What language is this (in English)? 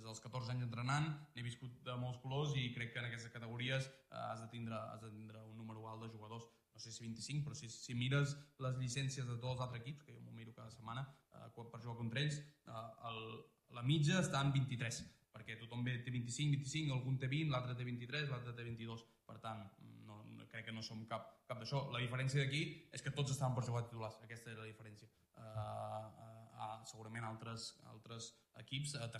Catalan